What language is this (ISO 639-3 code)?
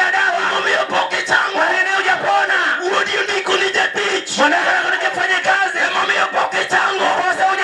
luo